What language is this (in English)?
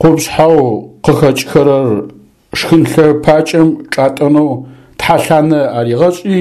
Adyghe